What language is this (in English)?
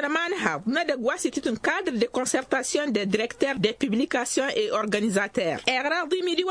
Tamasheq